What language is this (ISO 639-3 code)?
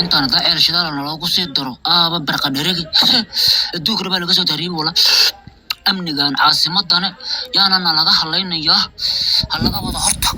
som